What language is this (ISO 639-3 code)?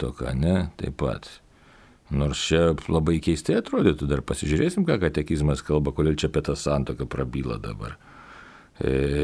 lit